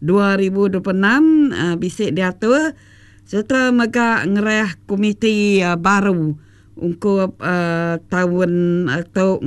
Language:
Iban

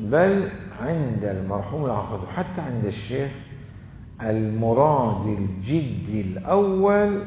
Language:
Mesopotamian Arabic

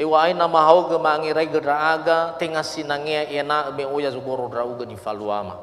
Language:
Nias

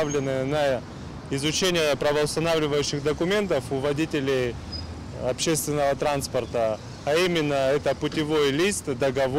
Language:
Russian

